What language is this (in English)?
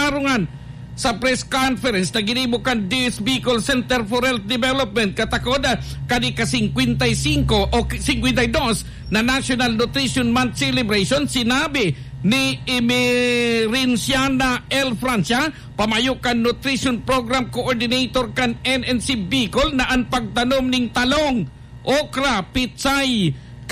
Bikol